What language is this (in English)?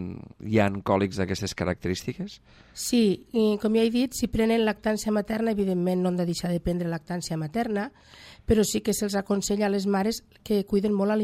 Catalan